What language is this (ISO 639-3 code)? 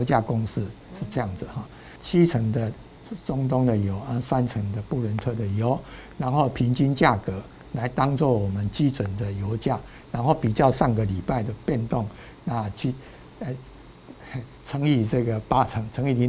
zho